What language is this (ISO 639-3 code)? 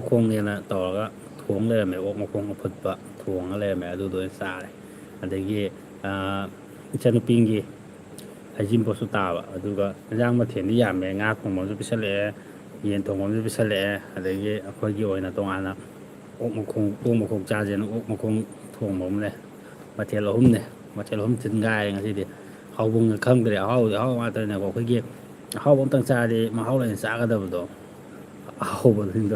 mni